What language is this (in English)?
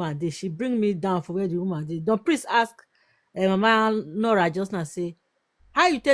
Nigerian Pidgin